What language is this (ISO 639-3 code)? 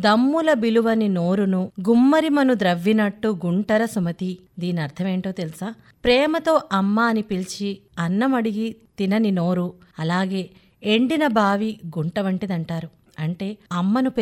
tel